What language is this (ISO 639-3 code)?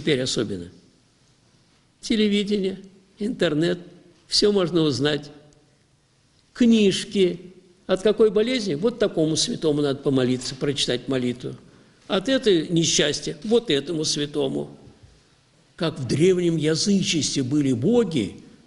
rus